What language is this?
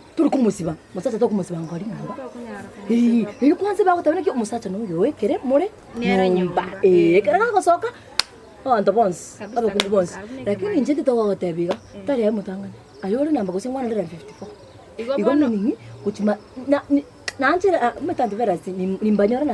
Gusii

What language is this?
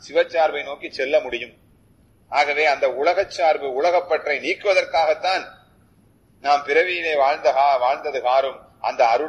Tamil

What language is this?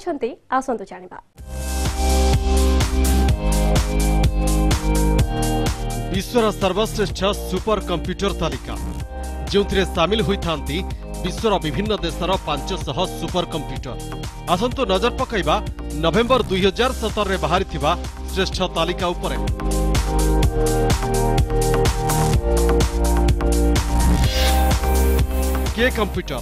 Odia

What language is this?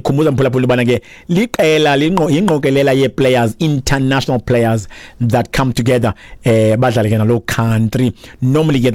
Xhosa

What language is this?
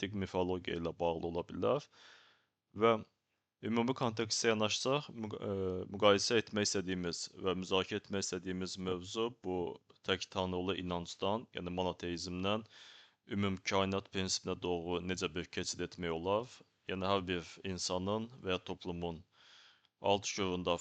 Azerbaijani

